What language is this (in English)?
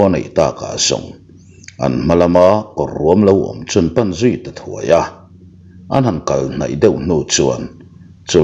Mizo